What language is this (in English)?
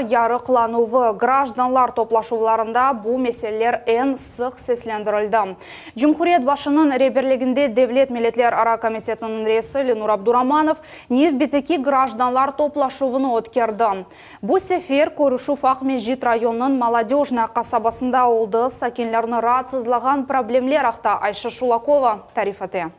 Crimean Tatar